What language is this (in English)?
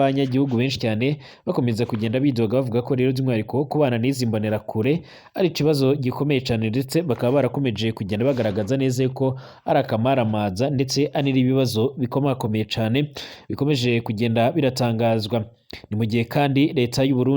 Rundi